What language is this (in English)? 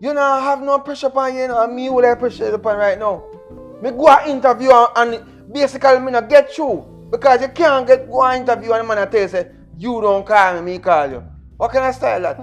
Jamaican Creole English